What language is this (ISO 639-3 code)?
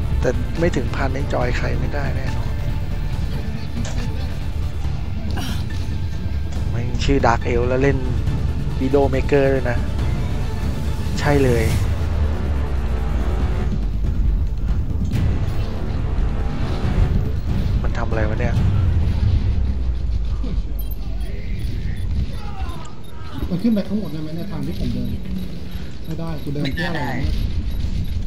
tha